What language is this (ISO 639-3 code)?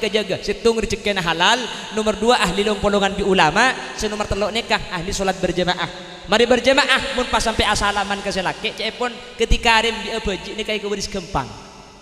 mad